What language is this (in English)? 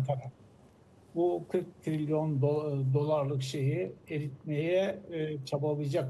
Turkish